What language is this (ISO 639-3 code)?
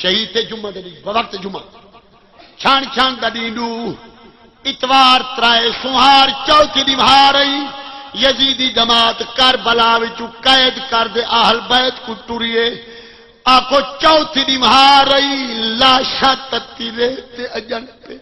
skr